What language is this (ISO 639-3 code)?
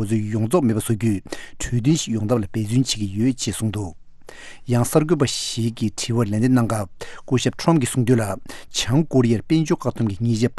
bod